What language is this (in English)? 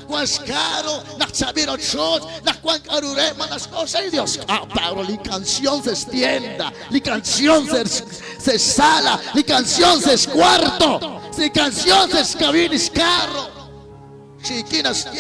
Kekchí